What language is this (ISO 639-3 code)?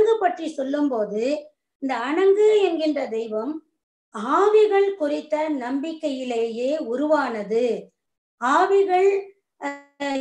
tam